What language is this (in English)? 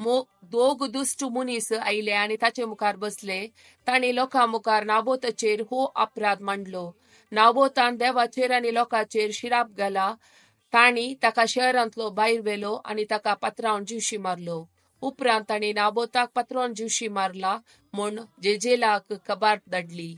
Konkani